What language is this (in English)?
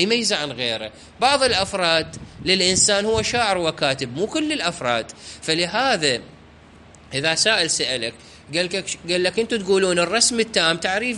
Mesopotamian Arabic